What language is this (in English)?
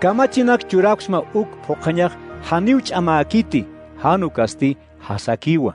Aymara